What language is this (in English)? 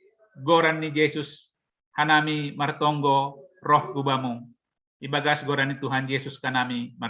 Batak Simalungun